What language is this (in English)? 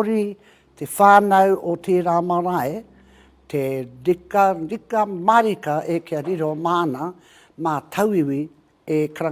Māori